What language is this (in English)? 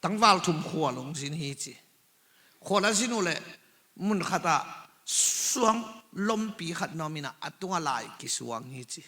Tedim Chin